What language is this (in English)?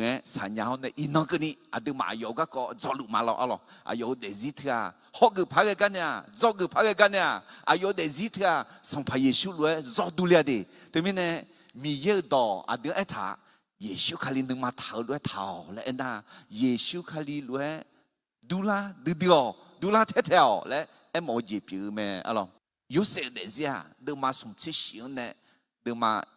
Akha